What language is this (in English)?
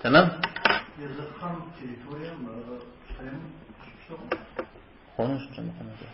Kabardian